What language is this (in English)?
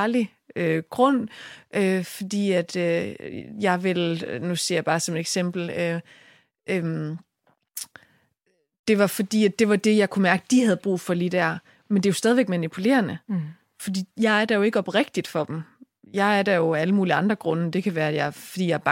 Danish